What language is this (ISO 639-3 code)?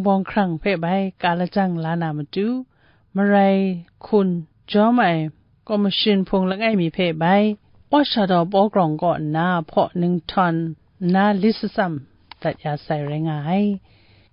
kac